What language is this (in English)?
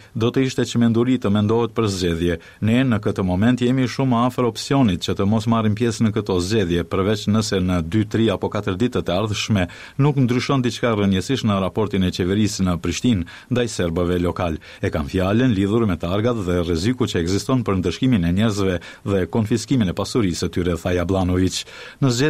Albanian